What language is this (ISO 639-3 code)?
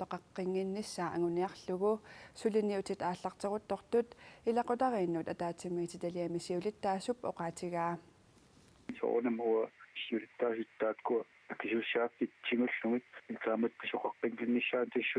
kal